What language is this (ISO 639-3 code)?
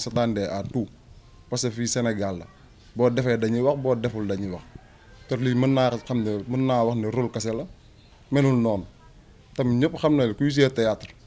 wol